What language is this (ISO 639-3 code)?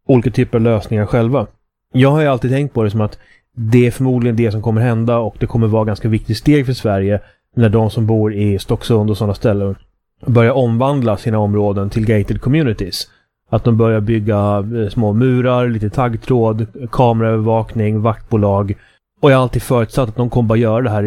swe